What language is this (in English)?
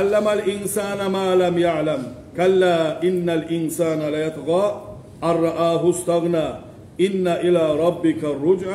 Kumyk